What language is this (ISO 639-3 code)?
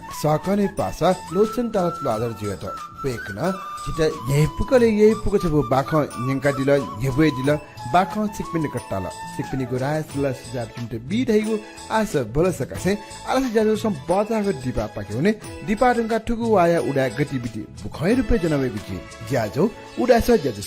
new